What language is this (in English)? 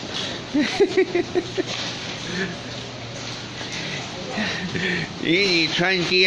Chinese